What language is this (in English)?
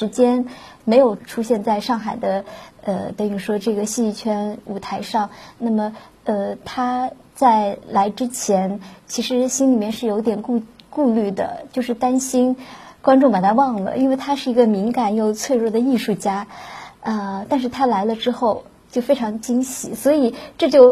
Chinese